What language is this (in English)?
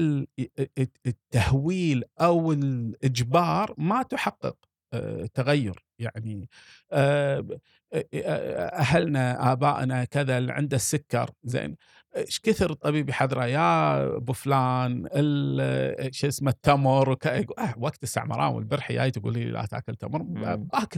Gulf Arabic